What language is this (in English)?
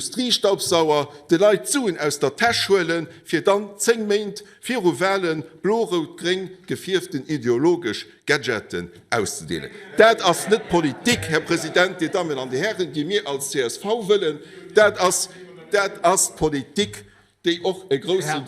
Luxembourgish